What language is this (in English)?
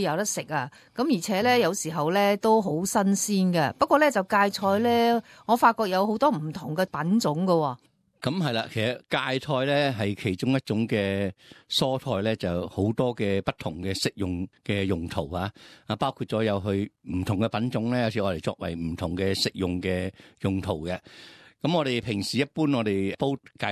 Cantonese